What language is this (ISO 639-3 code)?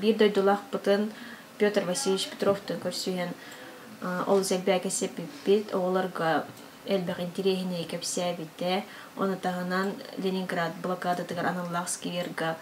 sah